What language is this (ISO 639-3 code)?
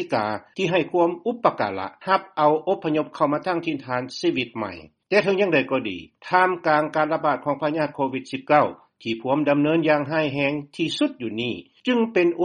lao